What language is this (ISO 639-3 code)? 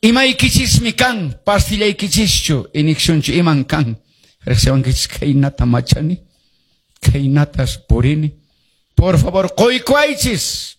que